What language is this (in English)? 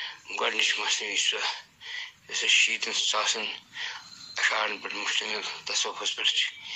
Kashmiri